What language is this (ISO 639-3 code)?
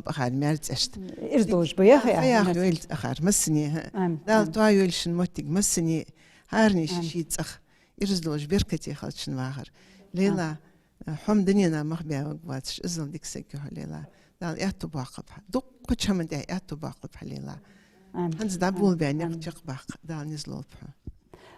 inh